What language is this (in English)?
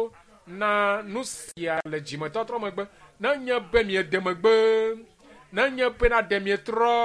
Ewe